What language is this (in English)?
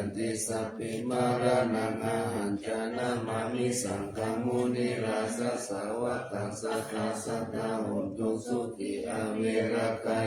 Pali